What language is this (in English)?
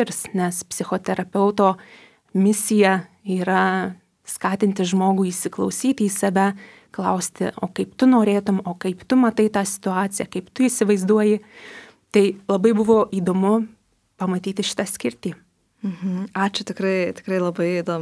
Lithuanian